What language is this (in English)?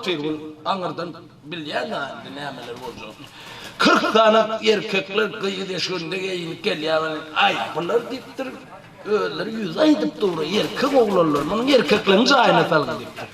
Turkmen